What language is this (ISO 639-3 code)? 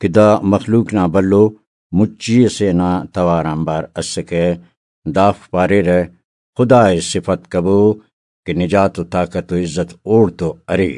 brh